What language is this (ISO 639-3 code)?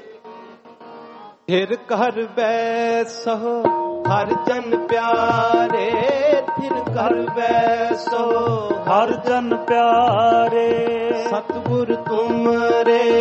pan